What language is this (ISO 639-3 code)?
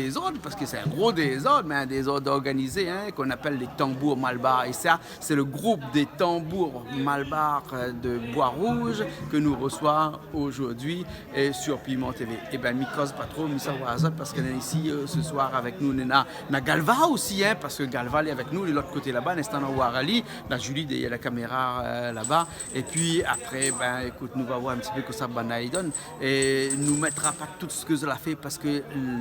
rcf